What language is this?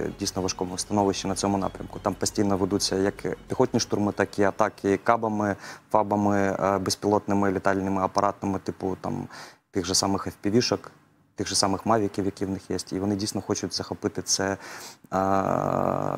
Ukrainian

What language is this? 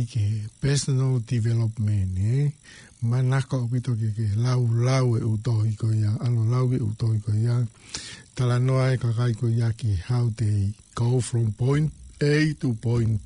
Tongan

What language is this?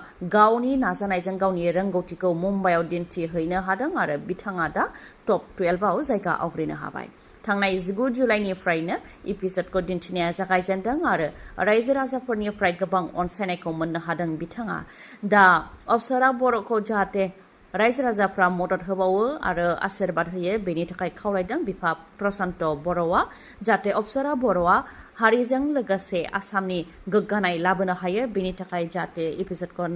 Bodo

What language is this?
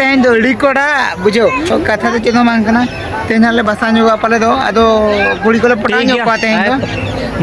Santali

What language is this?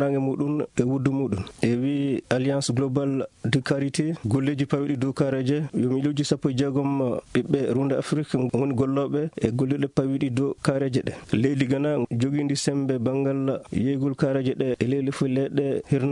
Fula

